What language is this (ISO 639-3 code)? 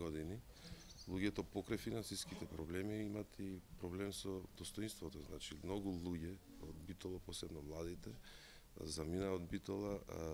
mkd